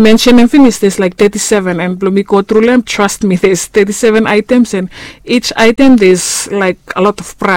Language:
Bislama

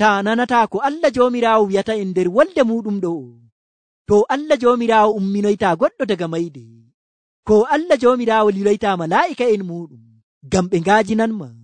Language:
Nigerian Fulfulde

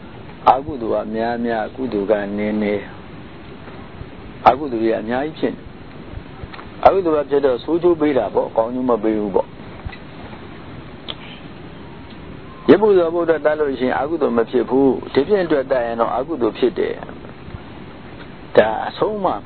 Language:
Burmese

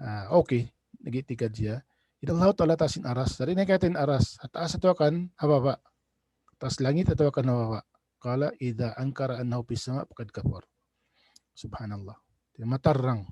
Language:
Tausug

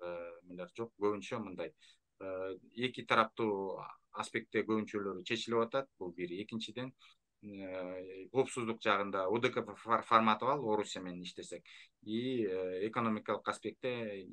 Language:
Kyrgyz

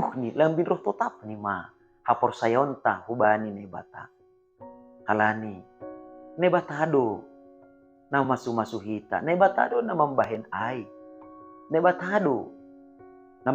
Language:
Batak Simalungun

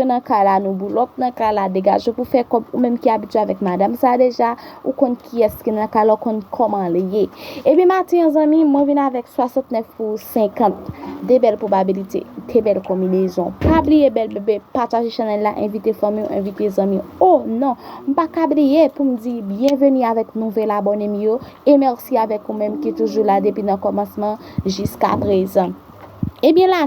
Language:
Haitian Creole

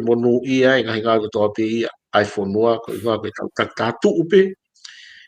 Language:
Tongan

